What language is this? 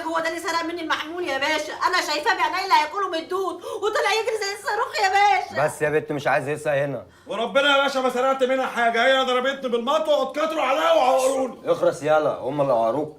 Egyptian Arabic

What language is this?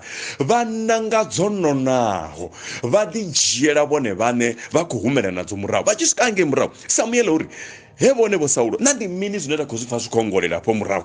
Venda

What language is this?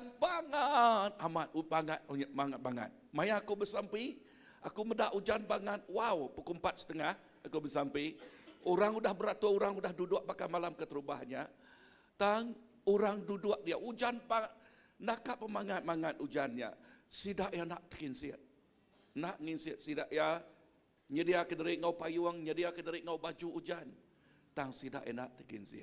Iban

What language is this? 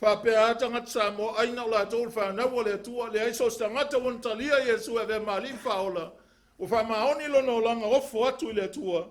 Samoan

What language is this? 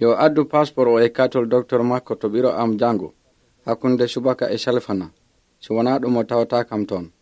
Pular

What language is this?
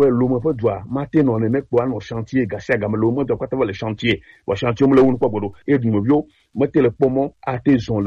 Gen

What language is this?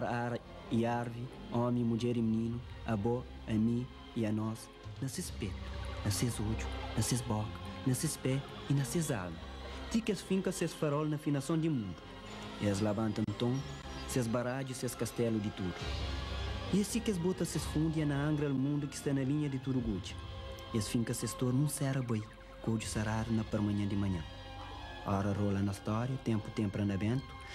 Kabuverdianu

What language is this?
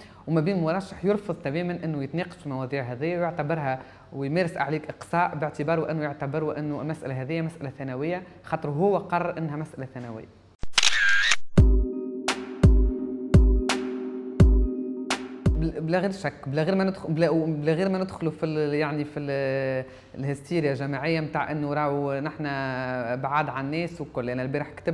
Tunisian Arabic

